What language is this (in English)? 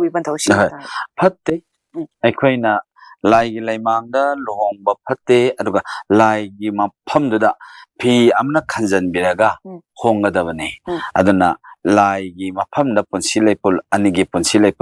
Manipuri